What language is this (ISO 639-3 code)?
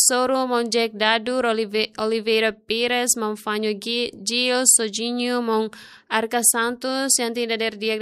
tet